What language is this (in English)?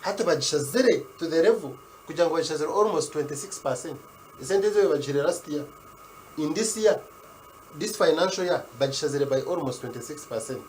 Nyankole